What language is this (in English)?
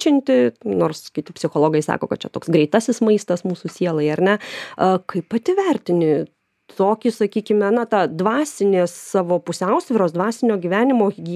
Lithuanian